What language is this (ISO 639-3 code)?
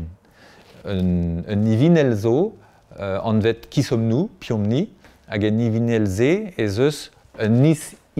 bre